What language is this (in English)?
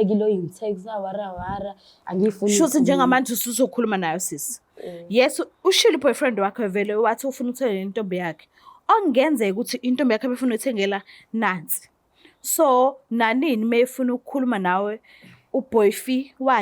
Zulu